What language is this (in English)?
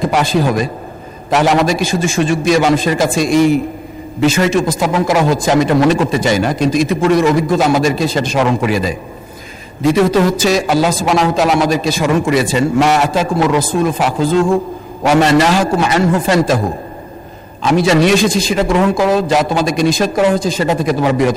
Bangla